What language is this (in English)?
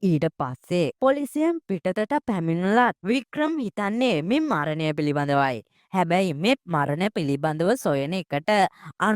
Sinhala